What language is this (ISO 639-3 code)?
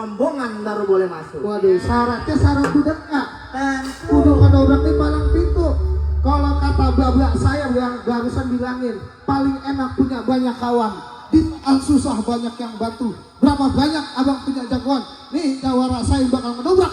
bew